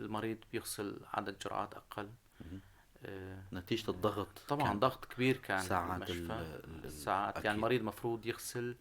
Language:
North Levantine Arabic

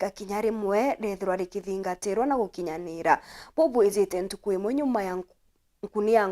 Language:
Meru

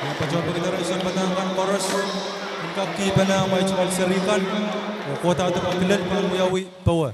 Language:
Pohnpeian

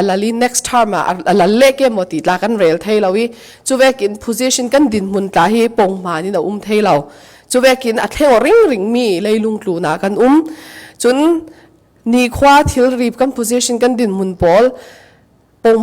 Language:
Falam Chin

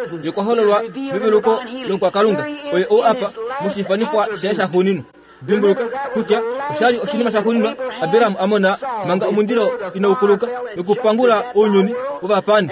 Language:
Kuanyama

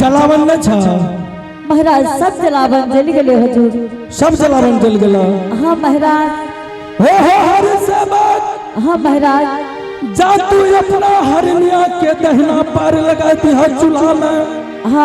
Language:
Angika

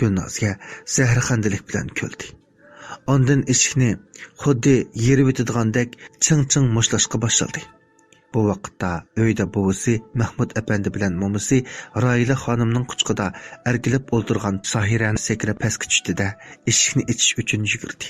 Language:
Uyghur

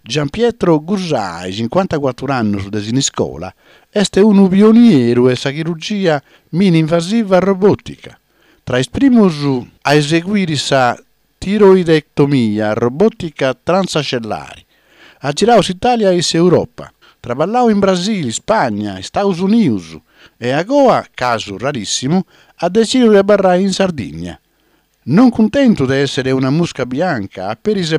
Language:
Sardinian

